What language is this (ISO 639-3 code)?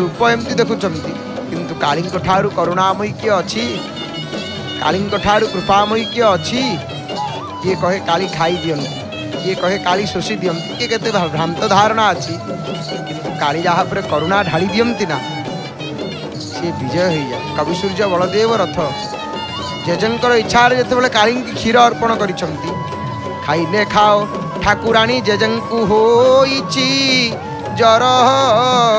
ori